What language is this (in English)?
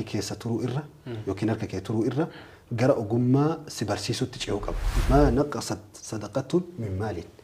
Oromo